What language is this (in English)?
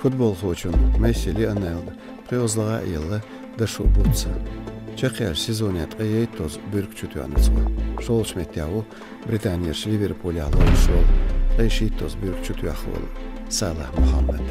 Chechen